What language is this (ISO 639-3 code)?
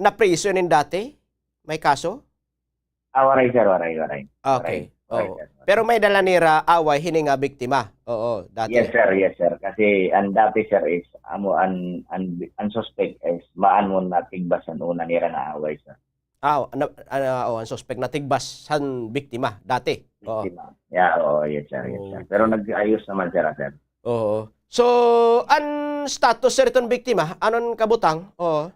war